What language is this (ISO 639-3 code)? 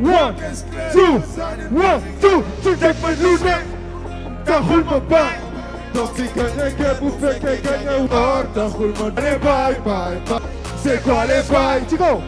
ful